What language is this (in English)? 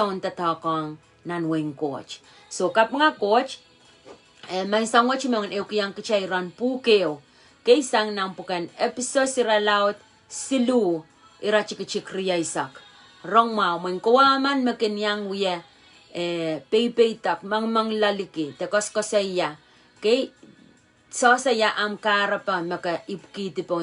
Pohnpeian